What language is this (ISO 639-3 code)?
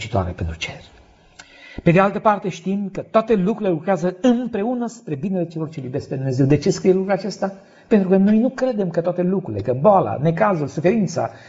ron